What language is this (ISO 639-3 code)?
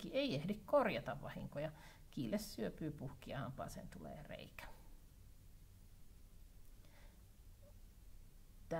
fin